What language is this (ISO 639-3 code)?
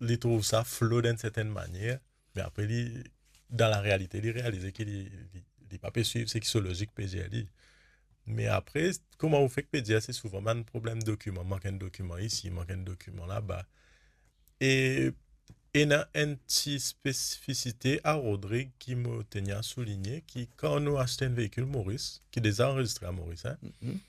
mfe